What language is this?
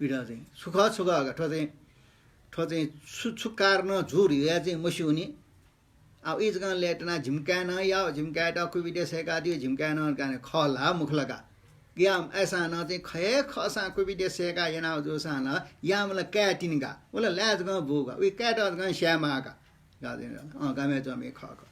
Newari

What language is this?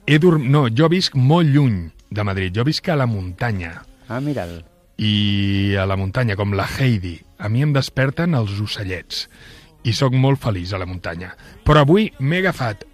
Catalan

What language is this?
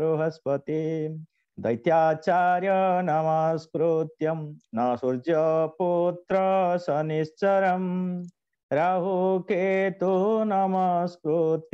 Odia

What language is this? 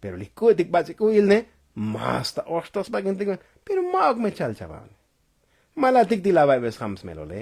Tzotzil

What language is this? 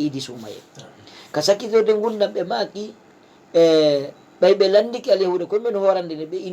Fula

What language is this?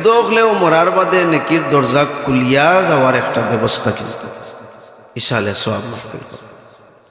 Sylheti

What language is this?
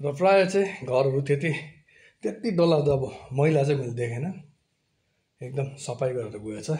Nepali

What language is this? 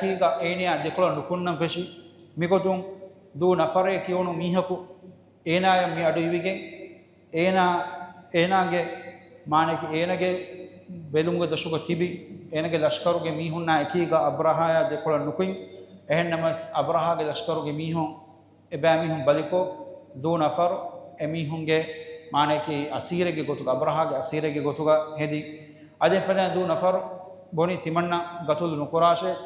Divehi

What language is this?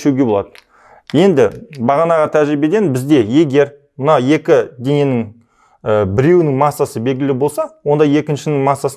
Kazakh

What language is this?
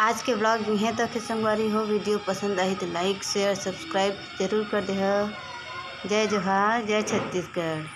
Chhattisgarhi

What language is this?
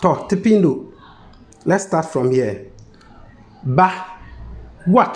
Konkomba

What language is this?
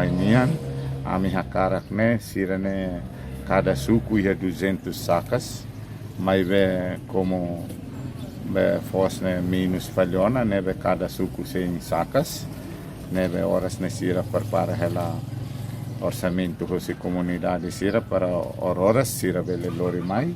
Tetum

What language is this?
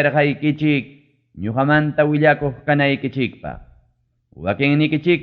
Ayacucho Quechua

